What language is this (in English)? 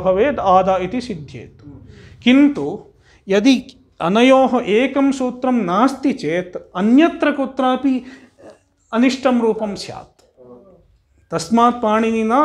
Sanskrit